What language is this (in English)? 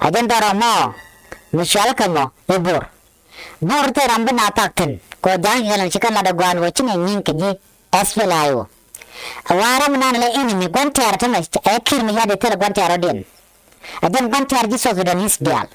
Nuer